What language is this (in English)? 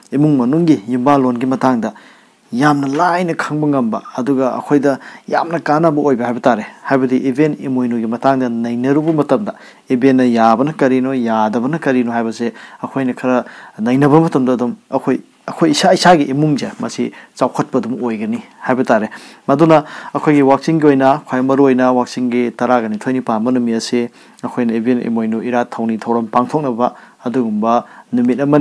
Manipuri